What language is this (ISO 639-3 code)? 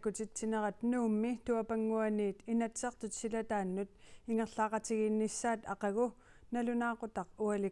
kal